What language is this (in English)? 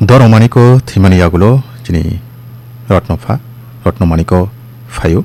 Kok Borok